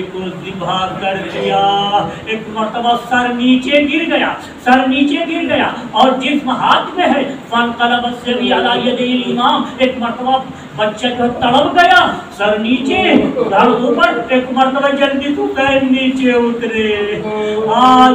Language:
Urdu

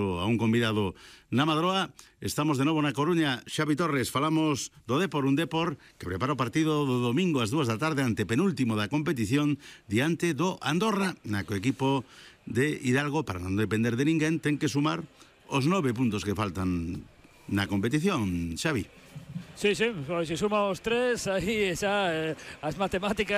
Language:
Galician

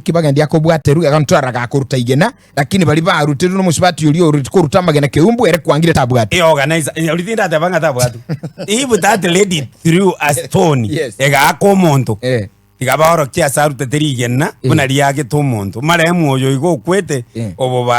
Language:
Gusii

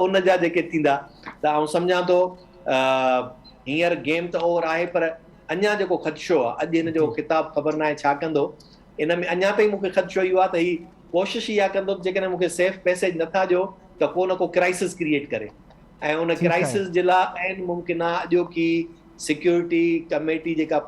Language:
Sindhi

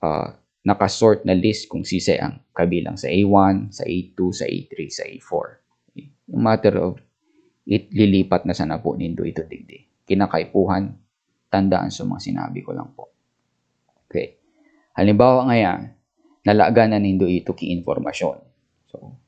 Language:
Bikol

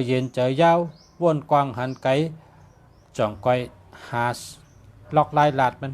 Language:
Shan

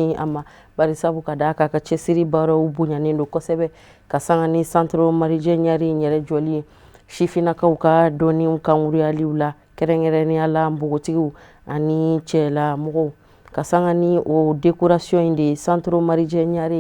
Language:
Bambara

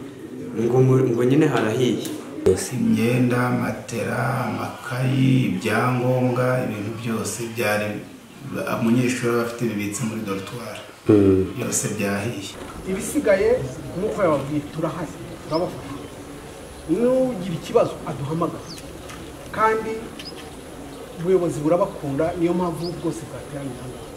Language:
Kinyarwanda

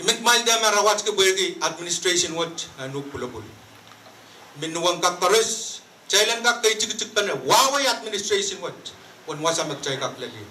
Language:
Pohnpeian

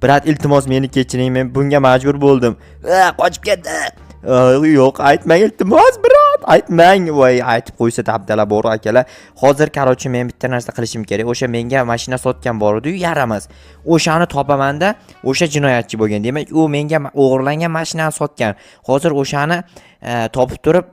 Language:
Uzbek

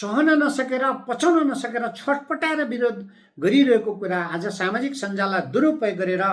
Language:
Nepali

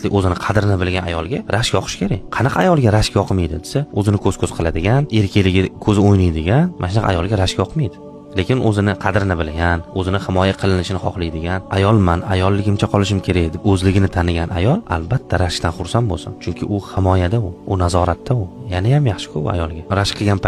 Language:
Uzbek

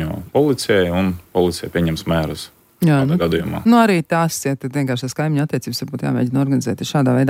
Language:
Latvian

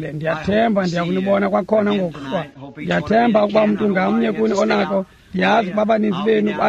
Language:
Xhosa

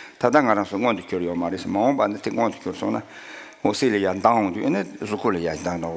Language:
Tibetan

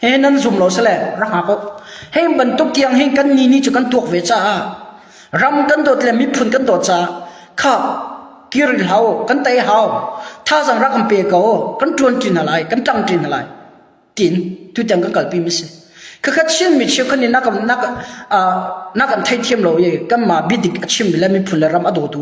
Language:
Hakha Chin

